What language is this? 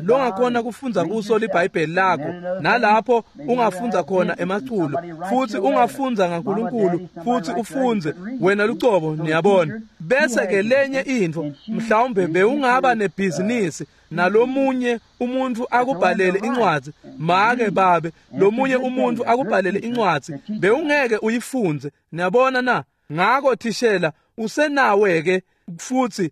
Swati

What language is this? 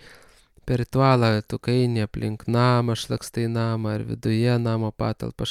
Lithuanian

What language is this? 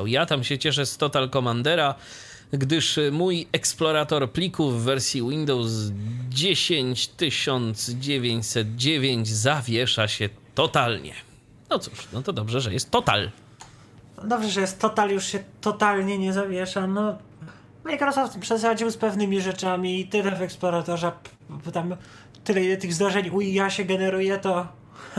Polish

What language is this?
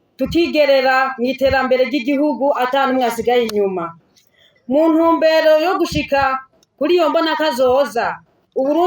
Rundi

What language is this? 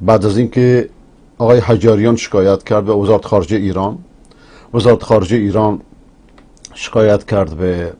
Persian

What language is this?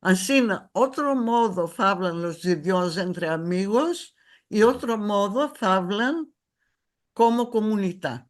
Ladino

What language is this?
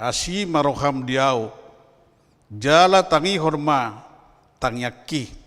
Batak Toba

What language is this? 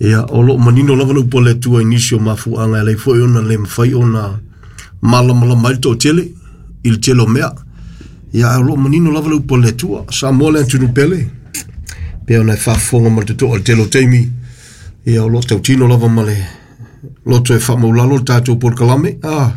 Samoan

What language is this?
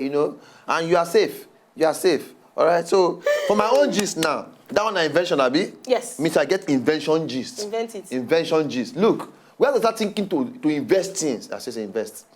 Nigerian Pidgin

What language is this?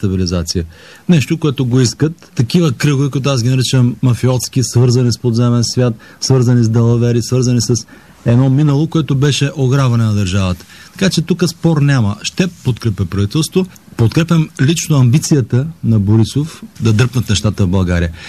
Bulgarian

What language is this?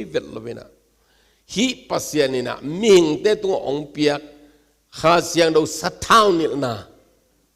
Tedim Chin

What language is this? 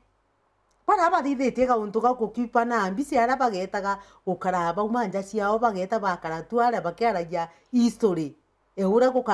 Meru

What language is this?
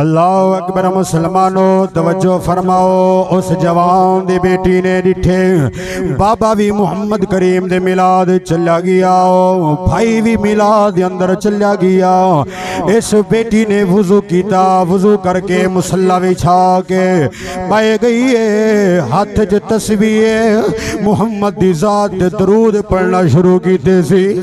Saraiki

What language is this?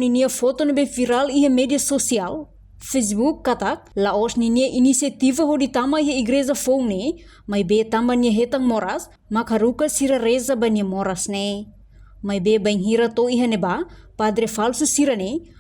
Tetum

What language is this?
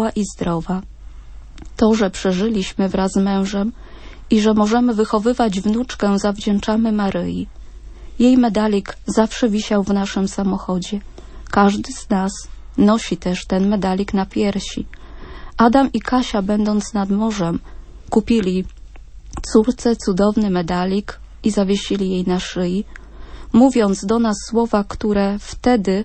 Polish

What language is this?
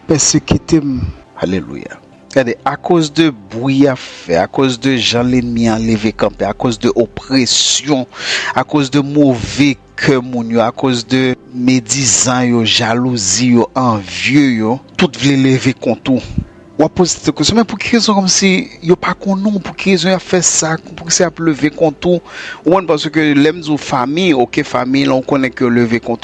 Haitian Creole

